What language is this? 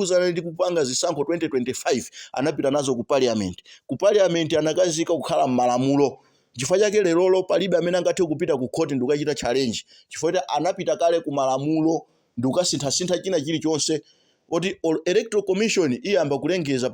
Nyanja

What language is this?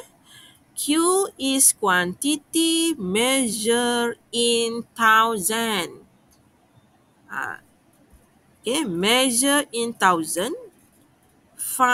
Malay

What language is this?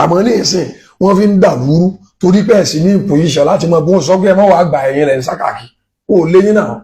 Yoruba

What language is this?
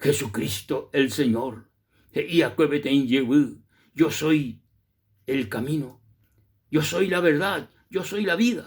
Guarani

